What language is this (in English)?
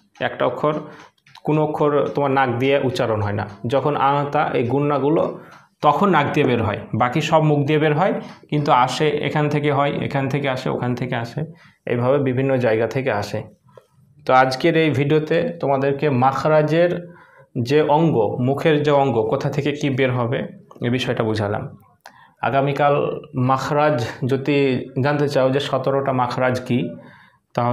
Bangla